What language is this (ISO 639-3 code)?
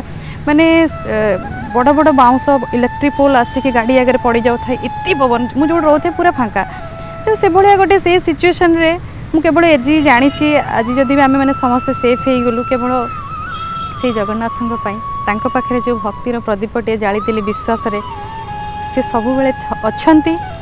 ori